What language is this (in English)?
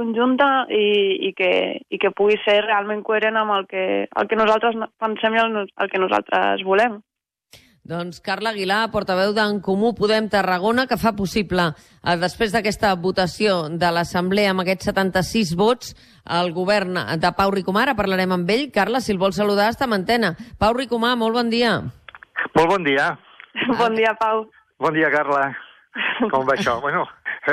Catalan